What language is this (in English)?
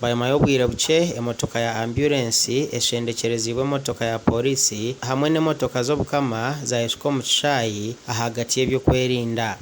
Nyankole